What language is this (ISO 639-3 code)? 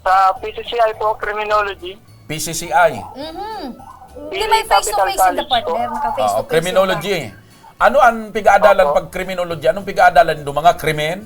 bik